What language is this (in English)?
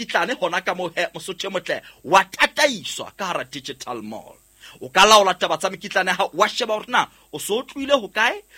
Southern Sotho